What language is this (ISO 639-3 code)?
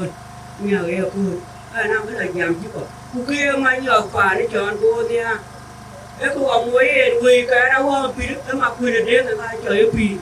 din